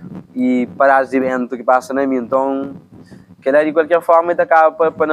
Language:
Kabuverdianu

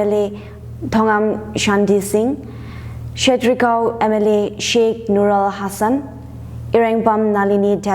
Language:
Tangkhul Naga (India)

